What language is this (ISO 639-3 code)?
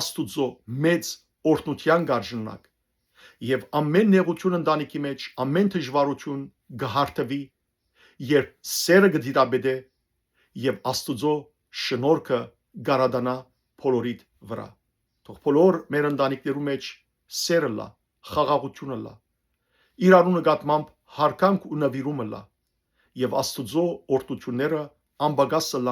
hyw